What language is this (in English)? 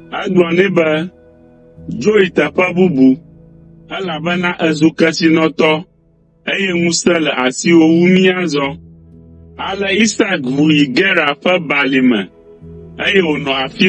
Ewe